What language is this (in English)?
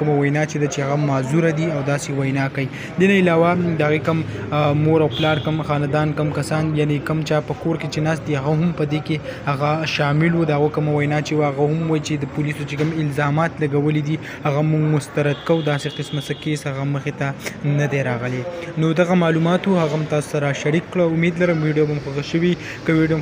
Pashto